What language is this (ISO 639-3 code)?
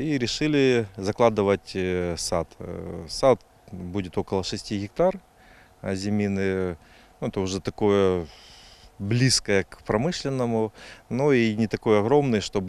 crh